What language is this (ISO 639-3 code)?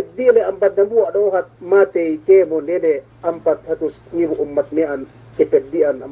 yka